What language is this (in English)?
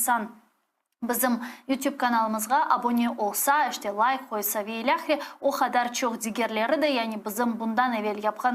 Crimean Tatar